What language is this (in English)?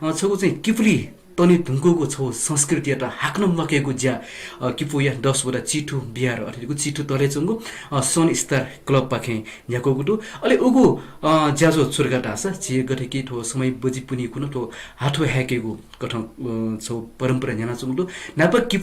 Newari